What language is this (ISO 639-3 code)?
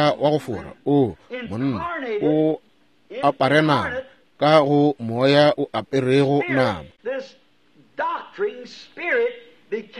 nso